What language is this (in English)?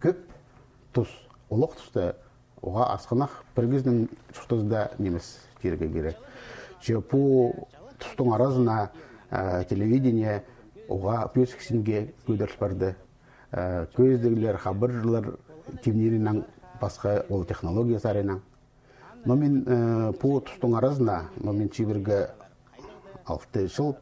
Khakas